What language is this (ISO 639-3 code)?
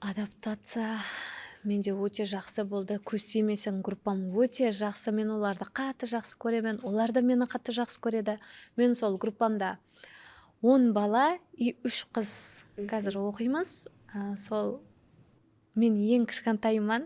kaa